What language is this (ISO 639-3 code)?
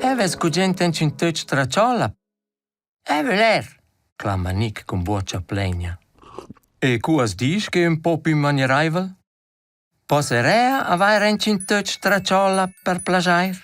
roh